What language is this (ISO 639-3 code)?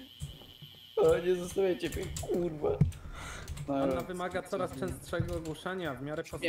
pol